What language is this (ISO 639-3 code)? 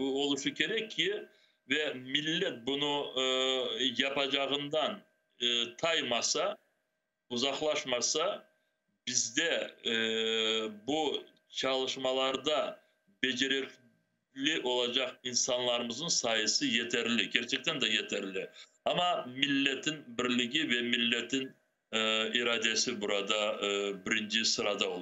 crh